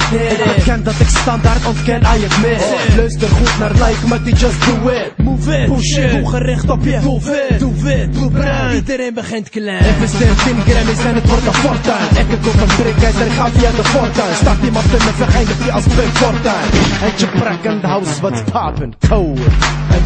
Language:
Dutch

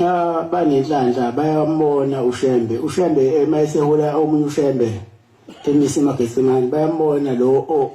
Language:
Zulu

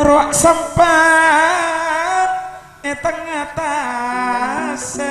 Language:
Madurese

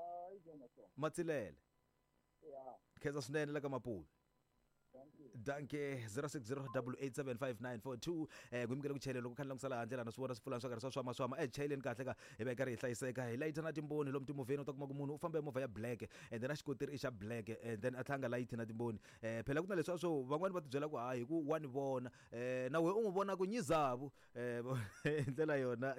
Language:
Tsonga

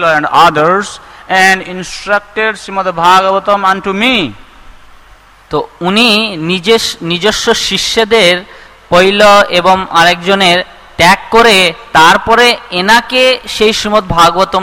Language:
Bangla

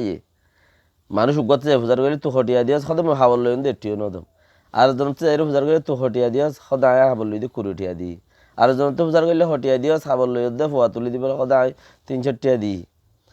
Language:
Rohingya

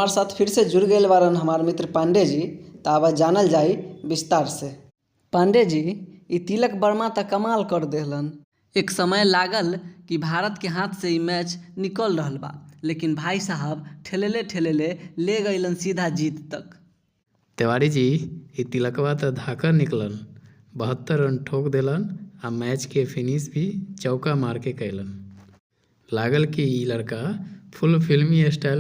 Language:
Bhojpuri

